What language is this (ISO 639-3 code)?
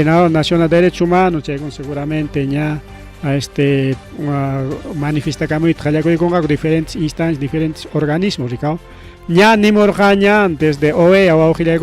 quy